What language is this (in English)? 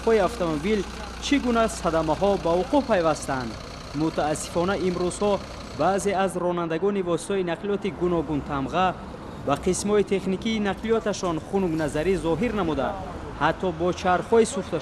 Tajik